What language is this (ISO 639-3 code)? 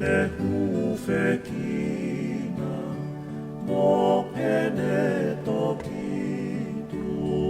ton